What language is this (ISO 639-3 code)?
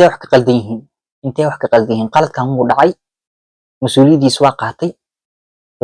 som